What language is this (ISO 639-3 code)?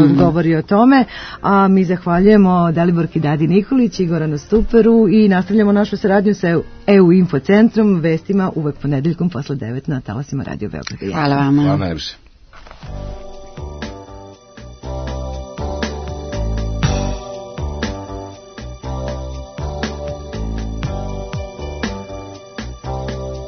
srp